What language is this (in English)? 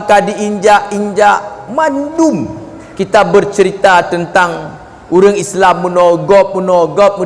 Achinese